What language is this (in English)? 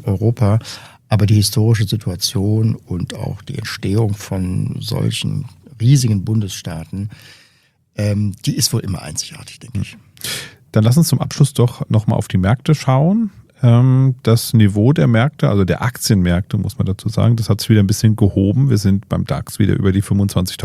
German